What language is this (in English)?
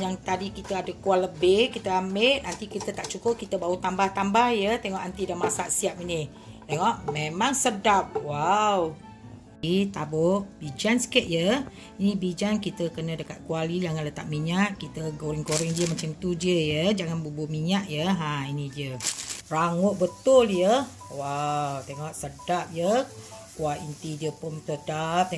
Malay